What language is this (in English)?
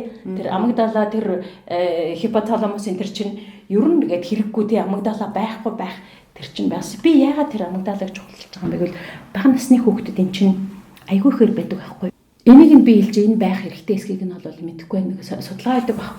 Mongolian